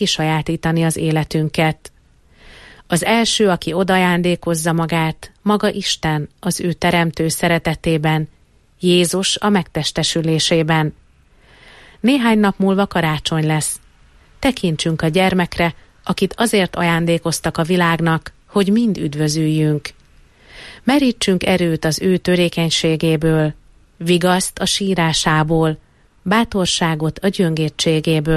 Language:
Hungarian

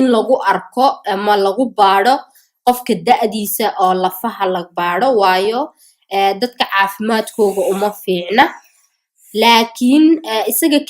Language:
Somali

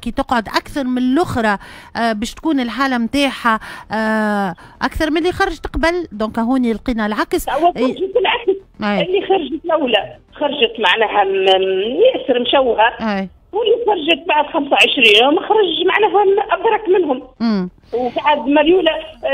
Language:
Tunisian Arabic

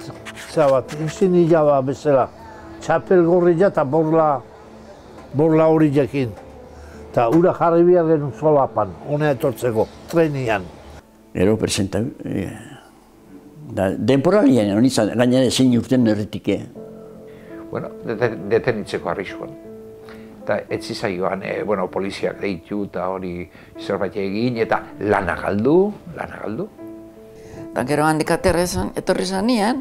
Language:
Basque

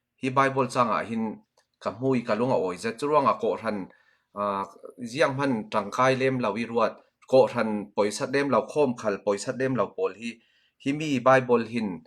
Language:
Falam Chin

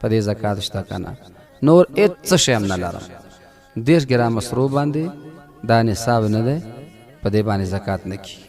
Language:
Pashto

